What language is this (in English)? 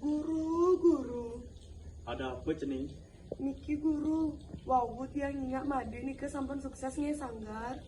Balinese